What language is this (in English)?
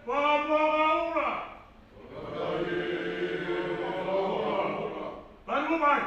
Tongan